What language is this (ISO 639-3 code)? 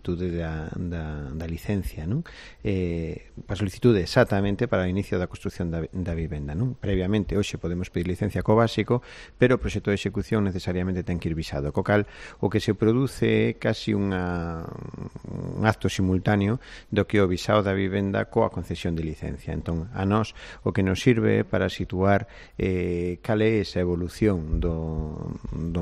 glg